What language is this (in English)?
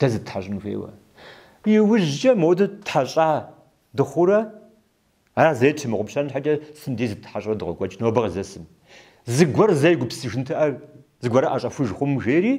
Kabardian